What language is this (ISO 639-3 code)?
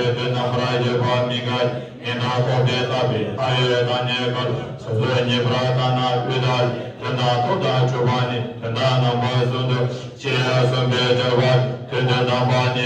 bod